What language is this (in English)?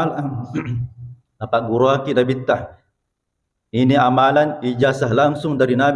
Buginese